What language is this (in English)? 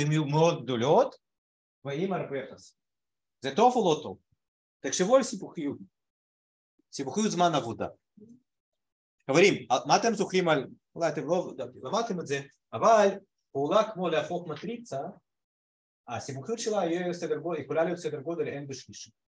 Hebrew